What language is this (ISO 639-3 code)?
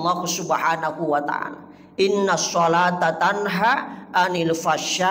bug